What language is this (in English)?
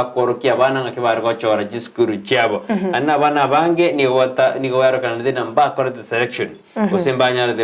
Gusii